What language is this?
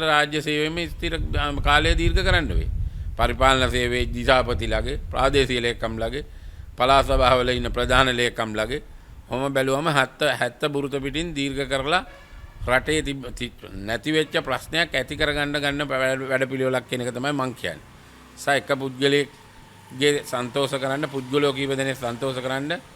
Sinhala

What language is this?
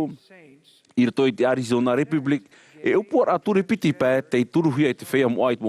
Tahitian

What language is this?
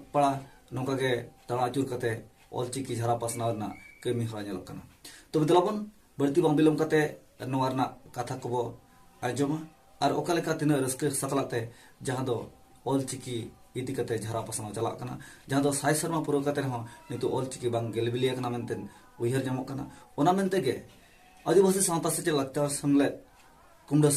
Santali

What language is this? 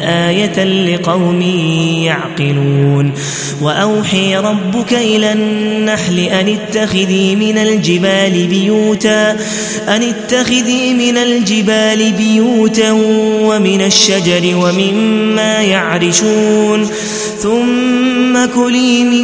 Arabic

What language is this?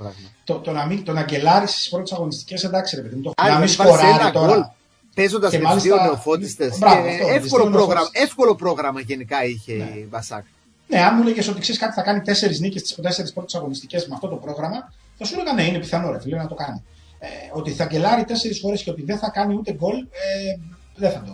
Greek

